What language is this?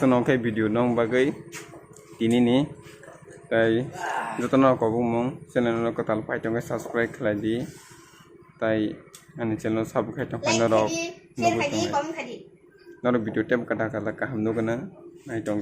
Kok Borok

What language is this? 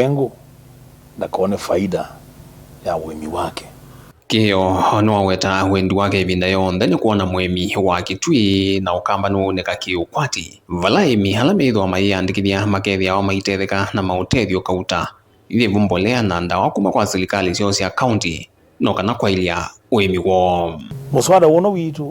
Kamba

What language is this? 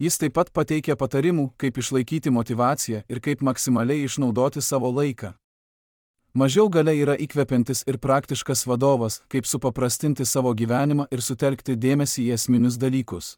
Lithuanian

